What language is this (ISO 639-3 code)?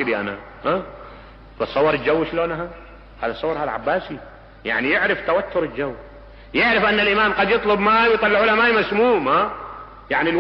acm